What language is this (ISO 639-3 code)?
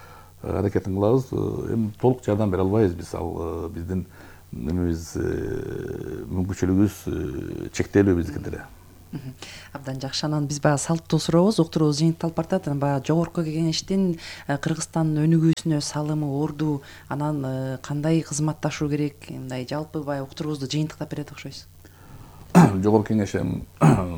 kir